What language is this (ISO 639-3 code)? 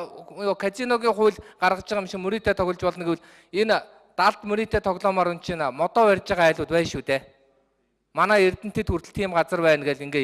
mon